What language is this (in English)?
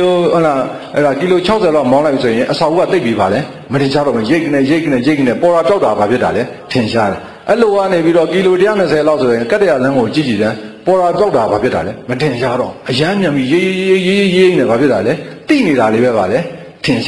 Burmese